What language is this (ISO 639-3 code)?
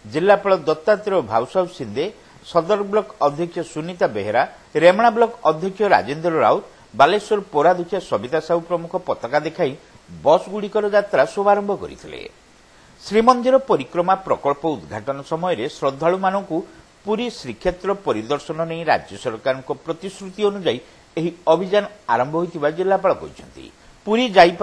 ori